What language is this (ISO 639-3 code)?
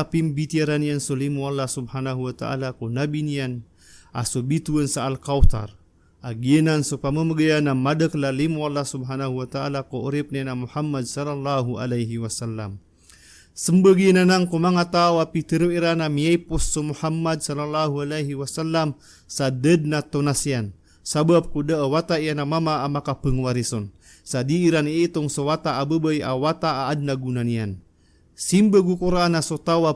mrw